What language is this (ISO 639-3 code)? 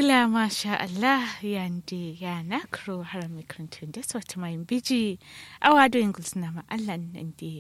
kau